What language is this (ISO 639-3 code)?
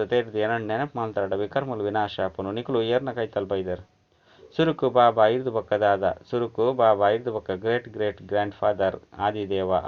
tcy